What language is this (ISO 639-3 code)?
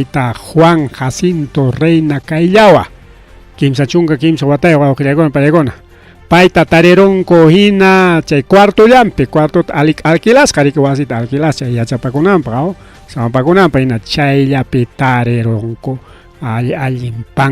quy